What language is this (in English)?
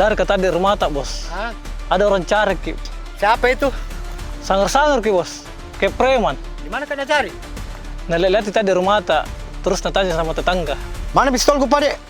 Makassar Malay